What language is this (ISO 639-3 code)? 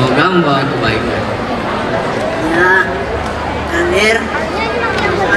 ind